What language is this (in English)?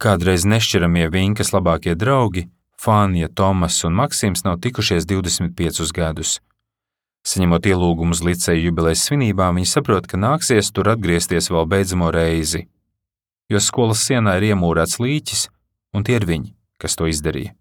Latvian